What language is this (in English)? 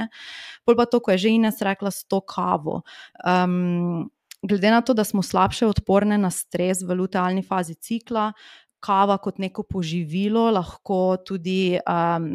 Slovenian